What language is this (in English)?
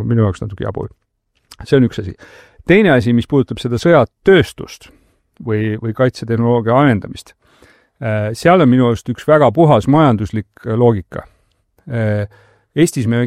Estonian